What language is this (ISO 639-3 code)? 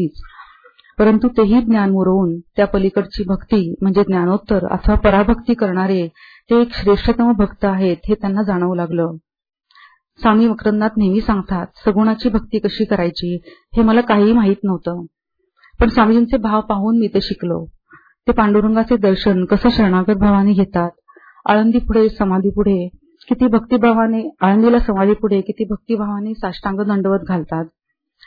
mar